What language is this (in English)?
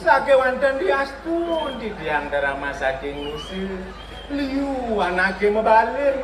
Balinese